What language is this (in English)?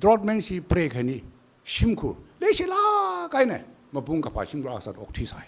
Tangkhul Naga (India)